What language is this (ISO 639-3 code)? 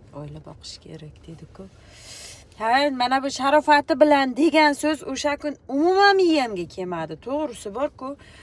uzb